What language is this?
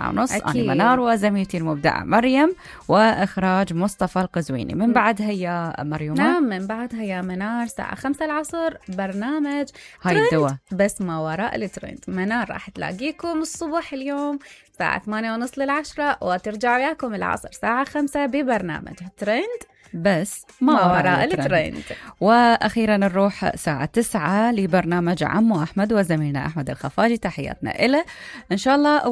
Mesopotamian Arabic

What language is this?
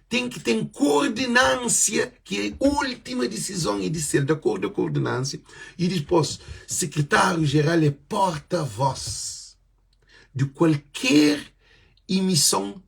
Kabuverdianu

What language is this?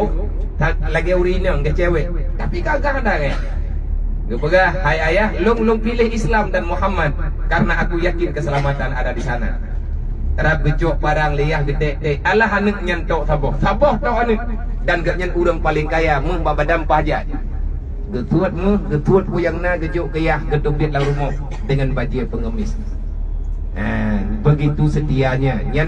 Achinese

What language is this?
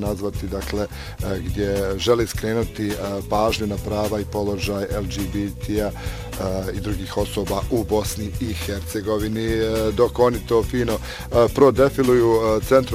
Bosnian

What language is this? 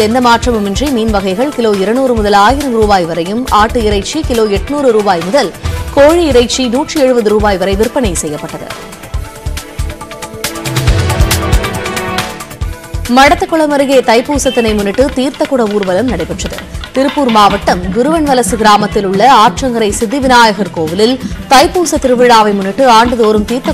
Tamil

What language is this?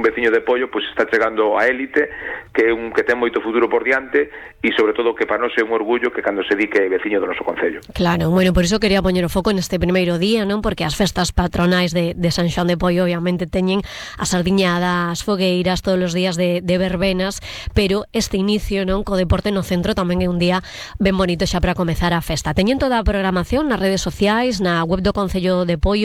Galician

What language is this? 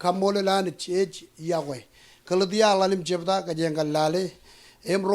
Marshallese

